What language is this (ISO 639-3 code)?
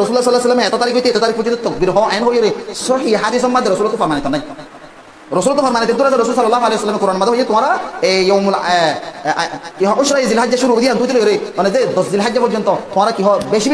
rhg